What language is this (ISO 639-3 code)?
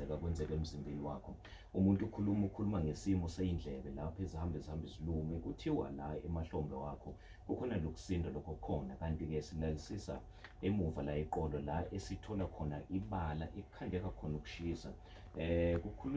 zul